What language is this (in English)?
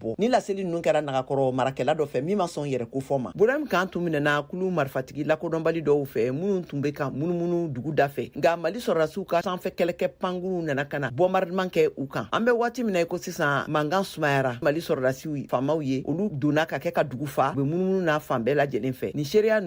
Bambara